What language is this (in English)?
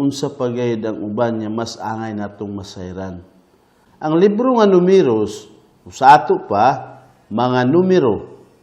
Cebuano